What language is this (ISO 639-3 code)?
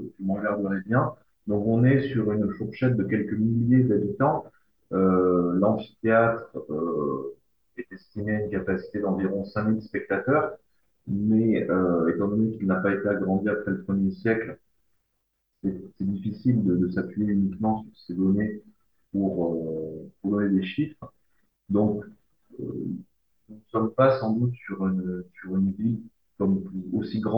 fra